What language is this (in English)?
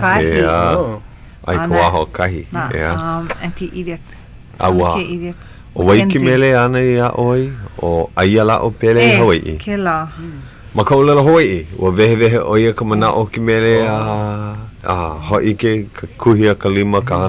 Hawaiian